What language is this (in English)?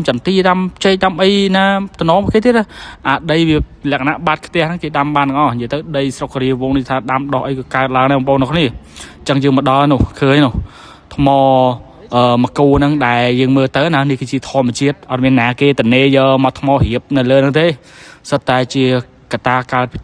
Khmer